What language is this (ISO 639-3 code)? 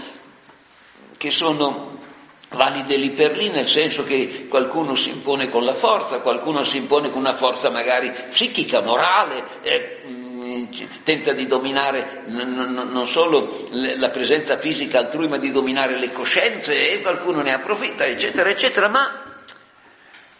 ita